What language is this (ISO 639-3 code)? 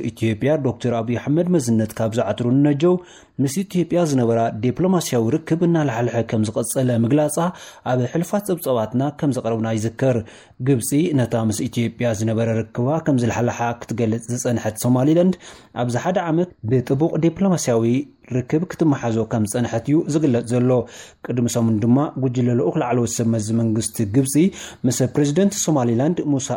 tir